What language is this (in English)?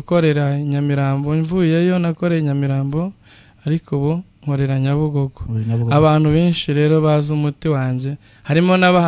Kinyarwanda